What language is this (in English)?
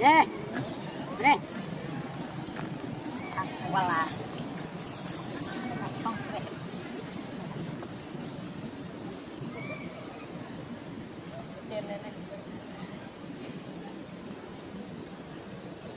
Vietnamese